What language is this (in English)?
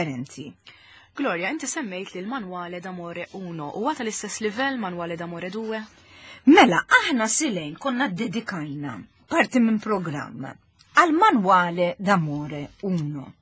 Maltese